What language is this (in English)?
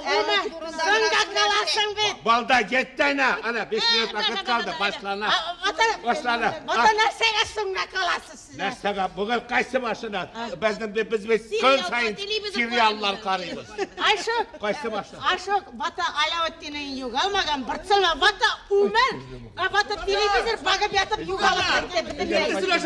Tatar